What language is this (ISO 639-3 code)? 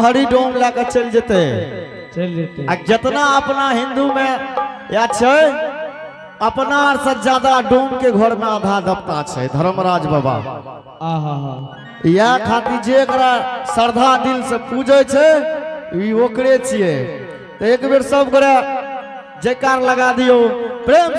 anp